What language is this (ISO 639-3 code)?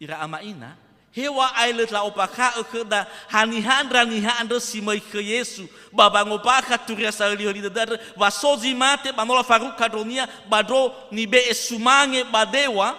nia